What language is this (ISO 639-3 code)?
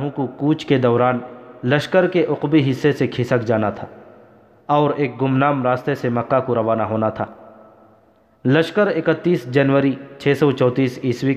urd